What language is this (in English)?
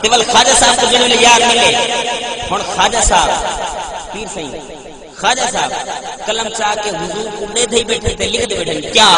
Saraiki